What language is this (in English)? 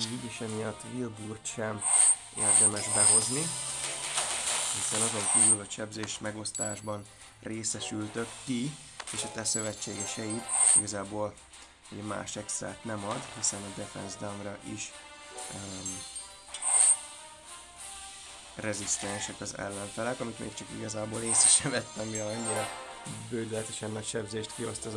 Hungarian